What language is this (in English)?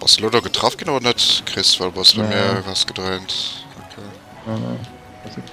Luxembourgish